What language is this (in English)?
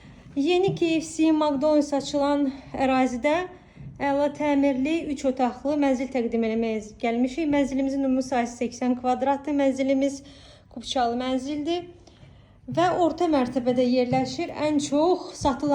Azerbaijani